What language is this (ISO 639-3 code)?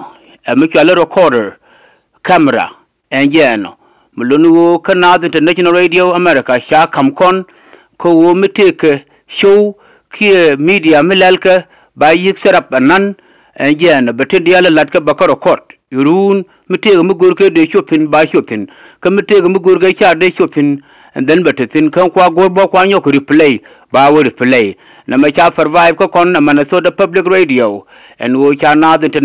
nus